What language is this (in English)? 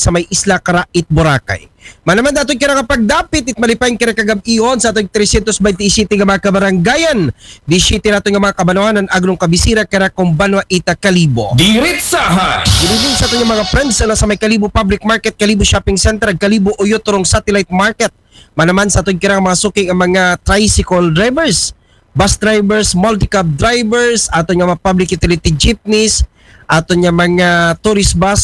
Aklanon